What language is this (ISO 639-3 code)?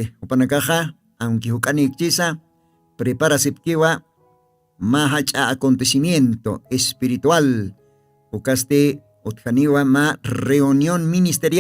aym